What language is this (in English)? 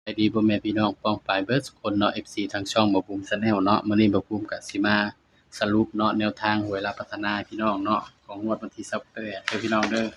Northeastern Thai